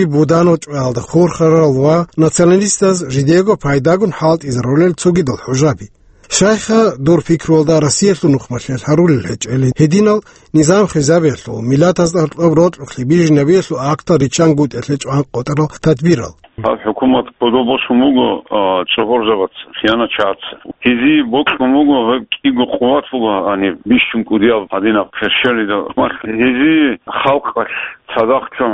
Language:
Avaric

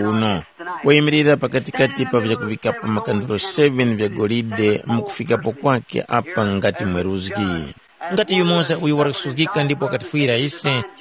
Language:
Tumbuka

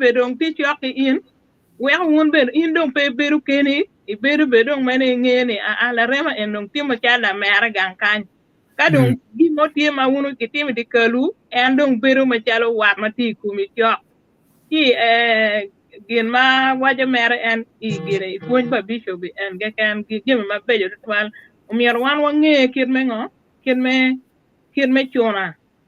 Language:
Acoli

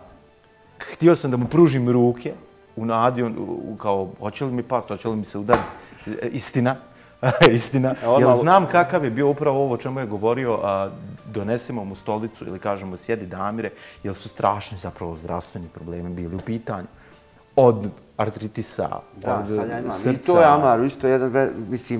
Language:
Bosnian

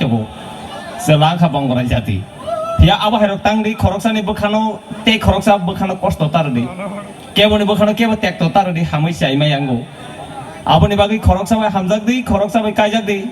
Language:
Kok Borok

